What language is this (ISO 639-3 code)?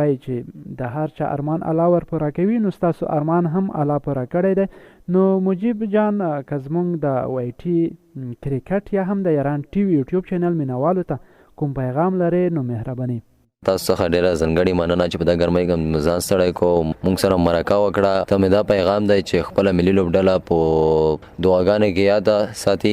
pus